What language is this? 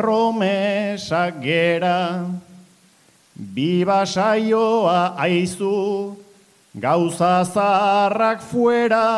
Basque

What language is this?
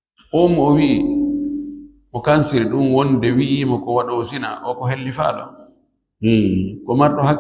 Fula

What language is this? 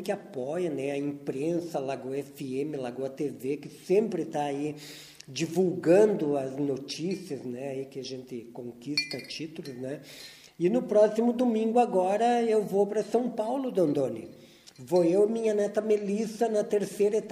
Portuguese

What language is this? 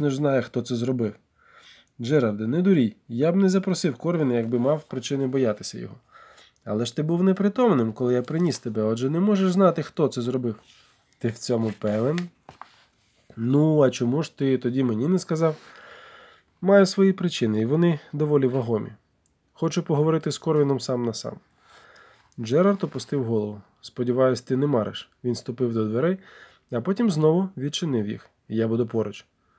Ukrainian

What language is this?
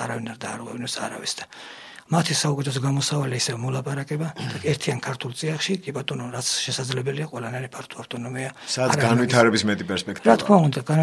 Georgian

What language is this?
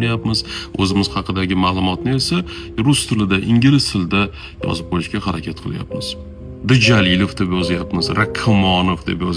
Uzbek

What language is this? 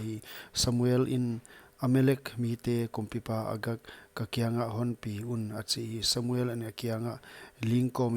Paite Chin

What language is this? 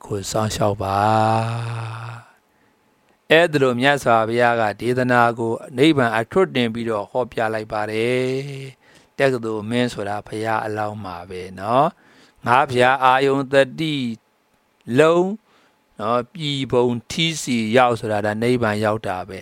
Burmese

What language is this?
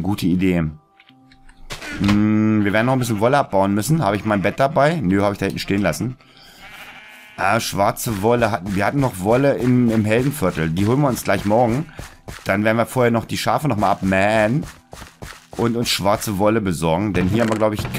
German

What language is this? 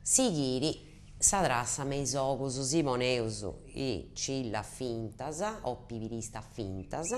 Sardinian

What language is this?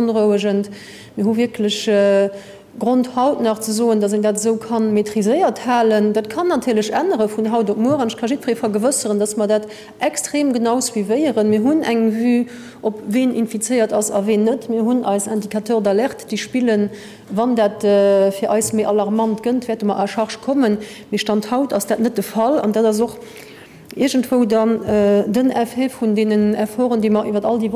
Luxembourgish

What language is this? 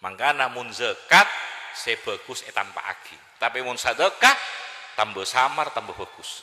Madurese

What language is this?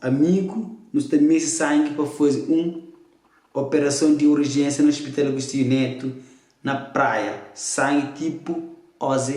Kabuverdianu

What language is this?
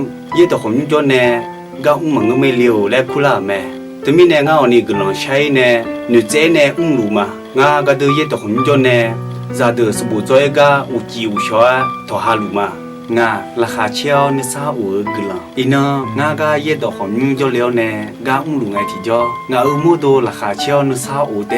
Akha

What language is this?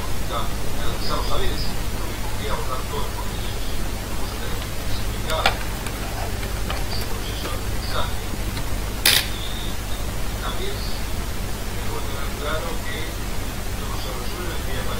Spanish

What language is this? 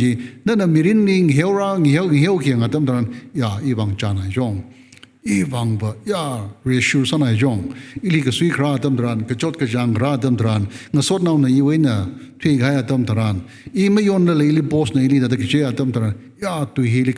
Tangkhul Naga (India)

